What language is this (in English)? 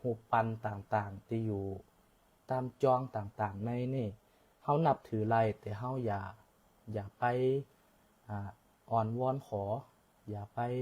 Shan